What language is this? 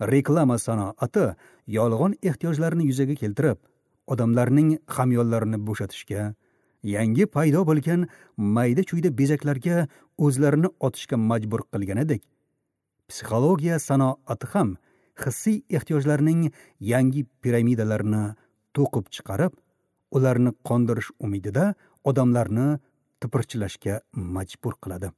Uzbek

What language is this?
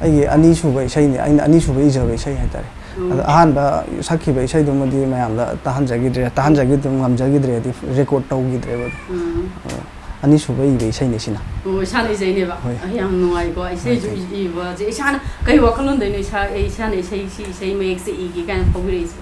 Manipuri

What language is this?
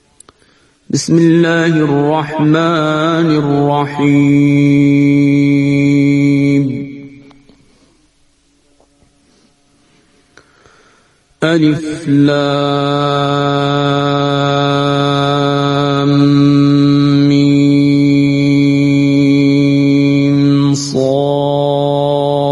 Persian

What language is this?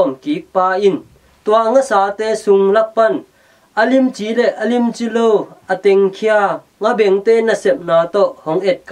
Tedim Chin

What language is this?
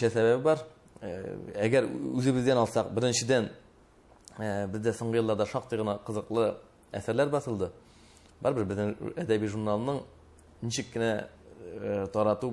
Tatar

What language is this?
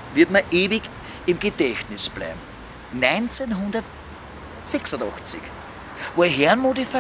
Bavarian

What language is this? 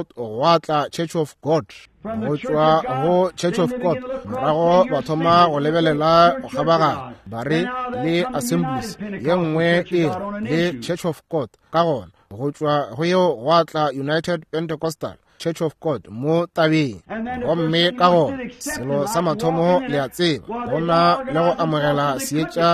Northern Sotho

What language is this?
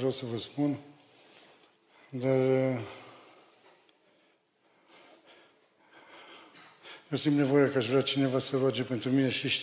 Romanian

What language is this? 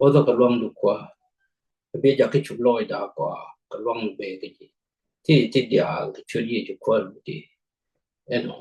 Nuer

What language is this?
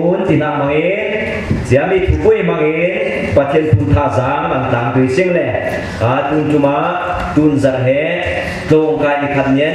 Falam Chin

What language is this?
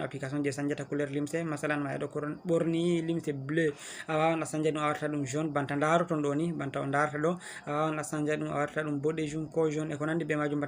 Fula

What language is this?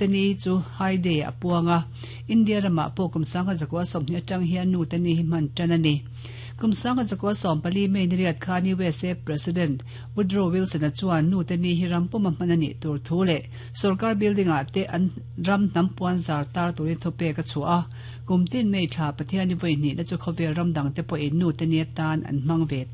Mizo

